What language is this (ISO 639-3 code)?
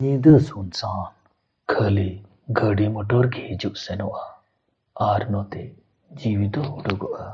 sat